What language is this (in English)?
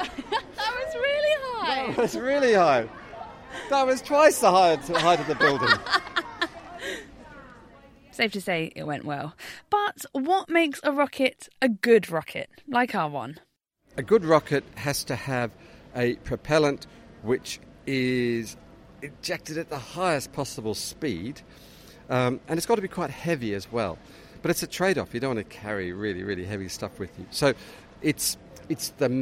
English